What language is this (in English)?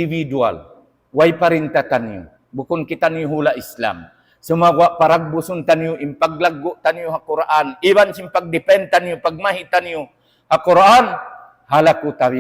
Tausug